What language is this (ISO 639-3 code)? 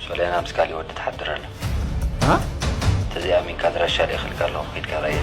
tir